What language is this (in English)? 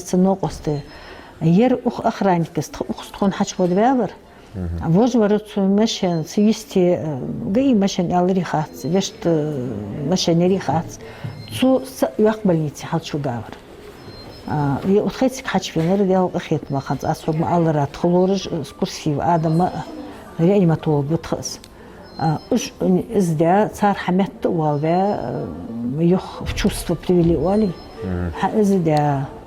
Ingush